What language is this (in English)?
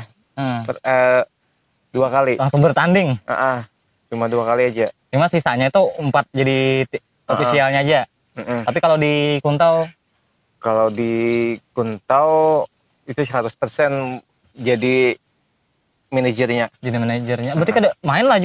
Banjar